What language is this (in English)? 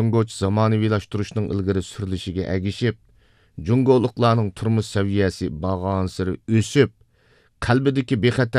Uyghur